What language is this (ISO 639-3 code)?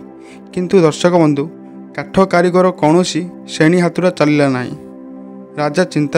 ori